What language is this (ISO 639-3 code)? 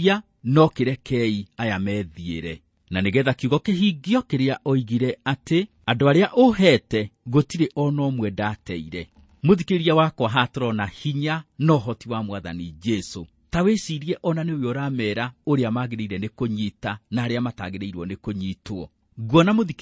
kik